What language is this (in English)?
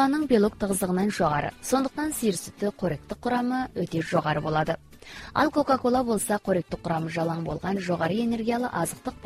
Kazakh